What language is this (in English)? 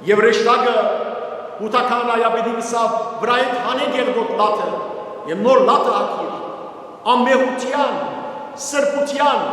Western Armenian